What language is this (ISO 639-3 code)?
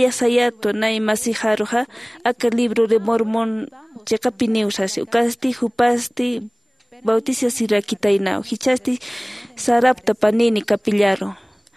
aym